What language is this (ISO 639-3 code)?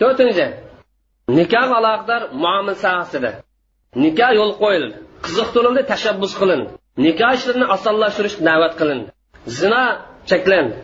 uig